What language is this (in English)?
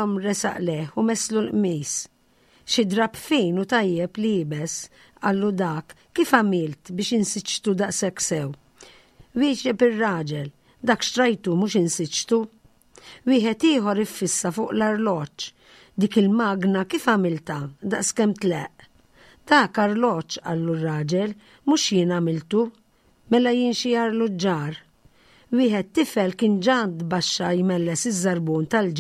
Maltese